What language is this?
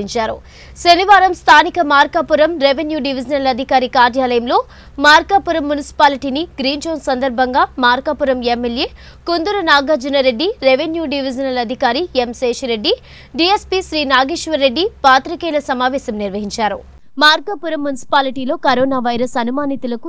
Telugu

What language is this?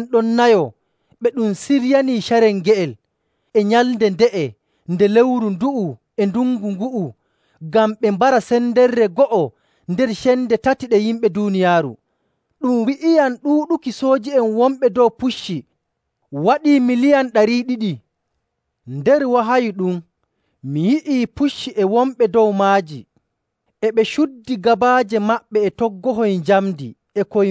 Nigerian Fulfulde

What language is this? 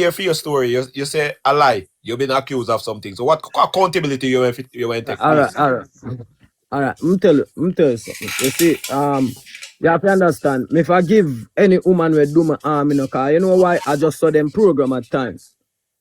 Jamaican Creole English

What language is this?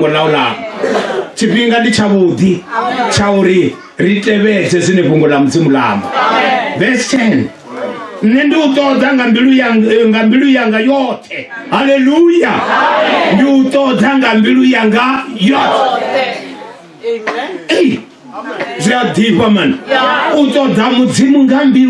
Venda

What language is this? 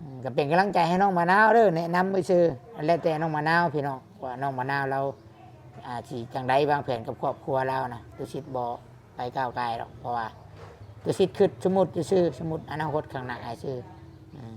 Northeastern Thai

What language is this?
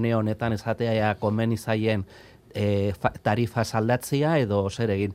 Basque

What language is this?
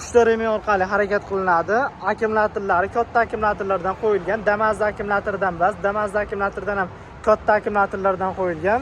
Uzbek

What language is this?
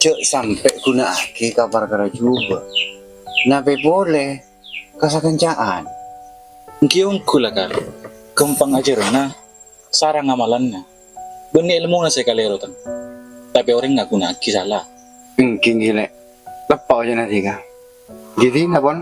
Madurese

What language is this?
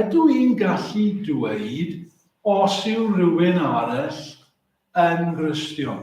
Welsh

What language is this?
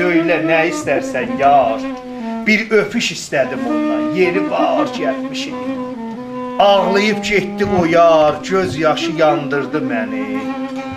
South Azerbaijani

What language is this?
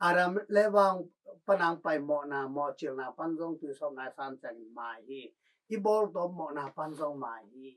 Tedim Chin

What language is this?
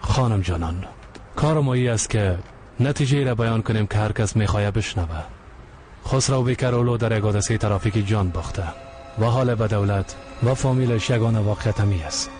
Persian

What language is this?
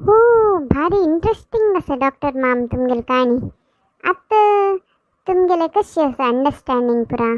Konkani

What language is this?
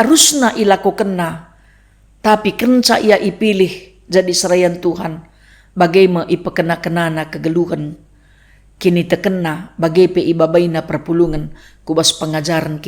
Batak Karo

